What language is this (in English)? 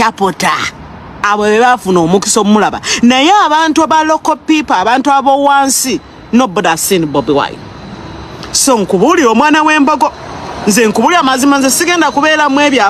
Ganda